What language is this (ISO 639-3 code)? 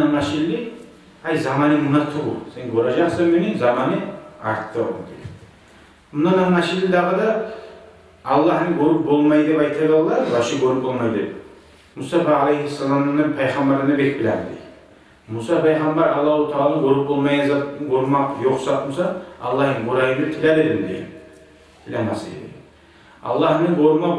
kum